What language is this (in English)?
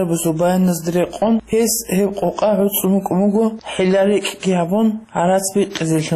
Avaric